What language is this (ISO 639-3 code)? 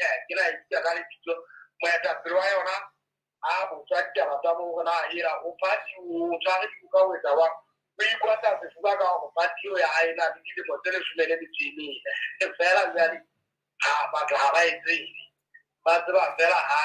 sot